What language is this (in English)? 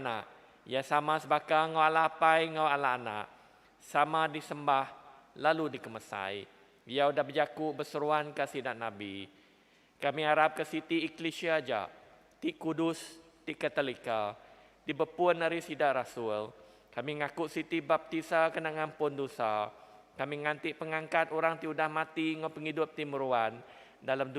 Iban